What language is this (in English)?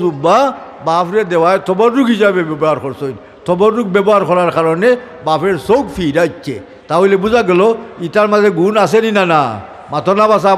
Sylheti